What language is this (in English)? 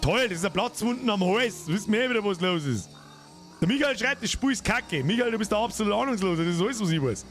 Bavarian